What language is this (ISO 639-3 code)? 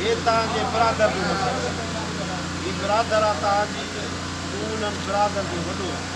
snd